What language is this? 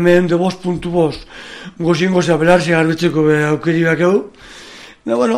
Basque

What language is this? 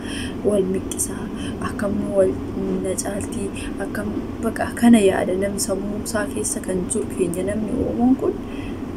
Oromo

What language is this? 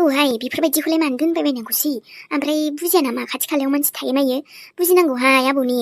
Bodo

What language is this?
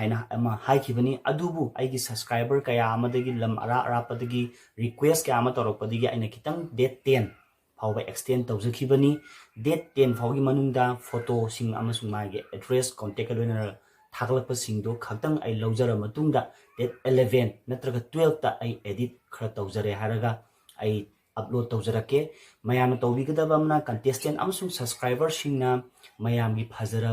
Manipuri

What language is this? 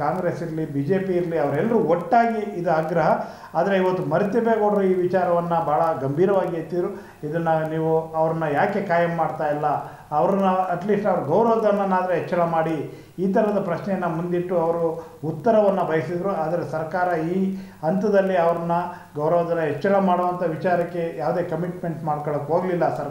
Kannada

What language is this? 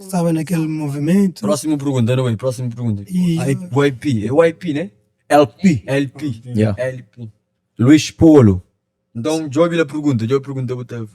Kabuverdianu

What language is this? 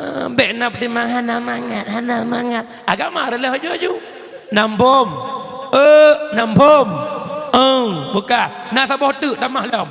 Achinese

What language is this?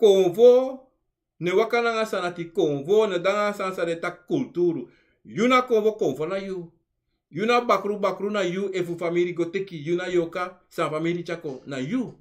Sranan Tongo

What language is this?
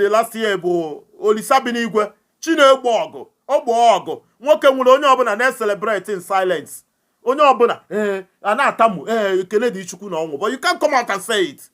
Igbo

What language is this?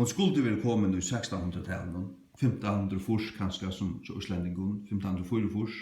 Faroese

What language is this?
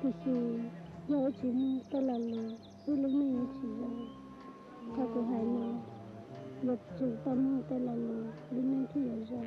Hmong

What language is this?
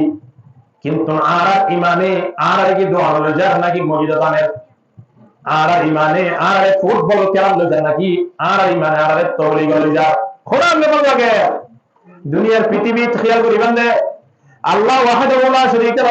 Rohingya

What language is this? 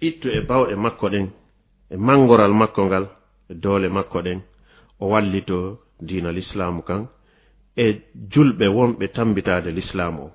Fula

